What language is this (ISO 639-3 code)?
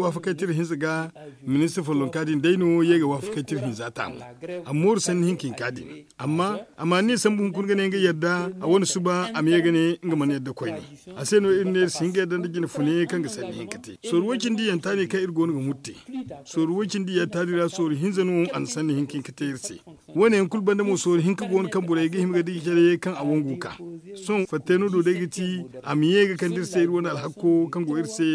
dje